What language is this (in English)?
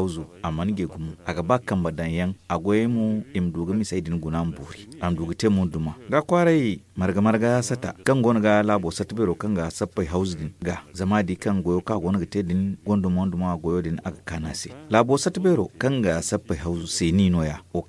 Zarma